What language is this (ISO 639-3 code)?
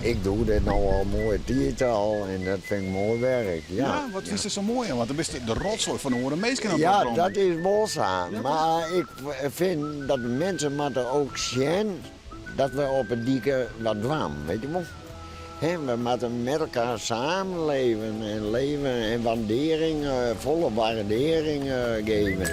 fry